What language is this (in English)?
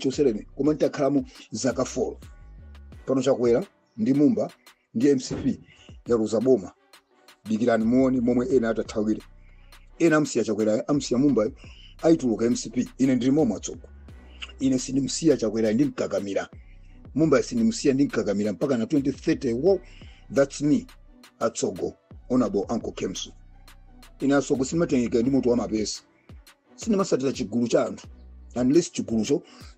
Nyanja